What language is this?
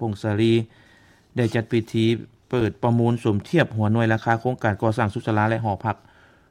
Lao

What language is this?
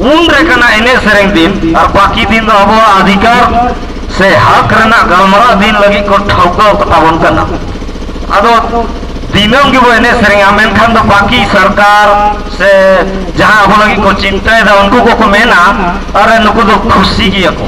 Santali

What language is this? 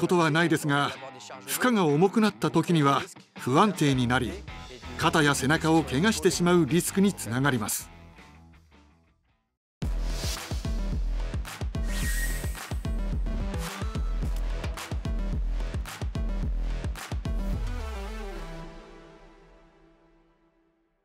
Japanese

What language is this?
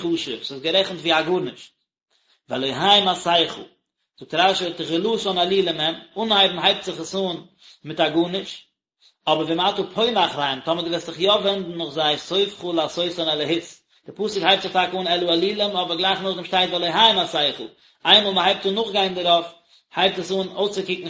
Yiddish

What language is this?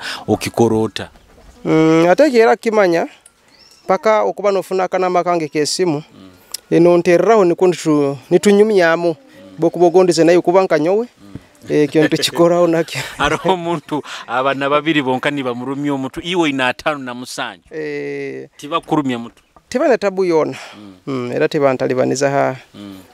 Nyoro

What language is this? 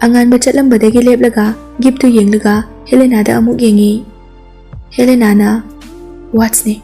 Manipuri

